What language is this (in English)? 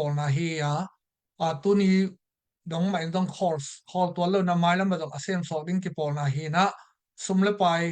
Tedim Chin